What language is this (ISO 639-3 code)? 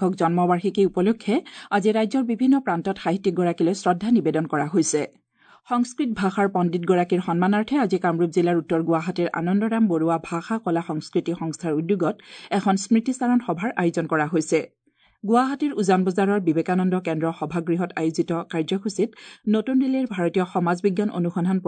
asm